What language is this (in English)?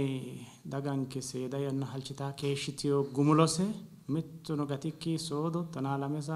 Sidamo